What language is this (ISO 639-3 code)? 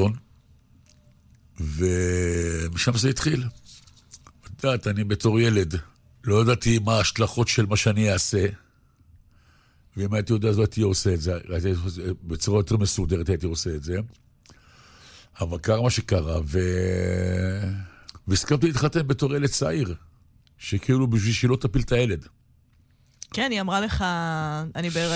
heb